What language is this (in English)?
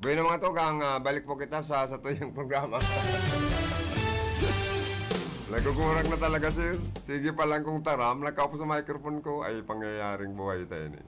Bikol